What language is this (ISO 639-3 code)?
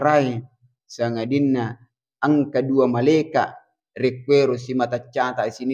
bug